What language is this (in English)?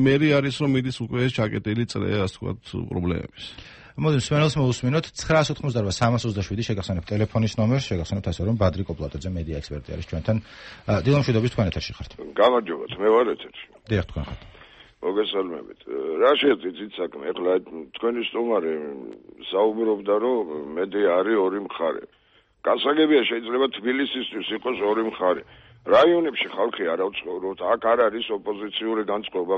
Georgian